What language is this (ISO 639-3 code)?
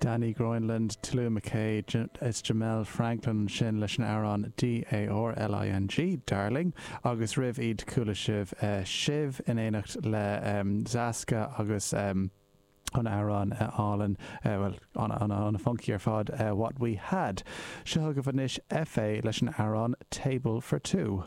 gle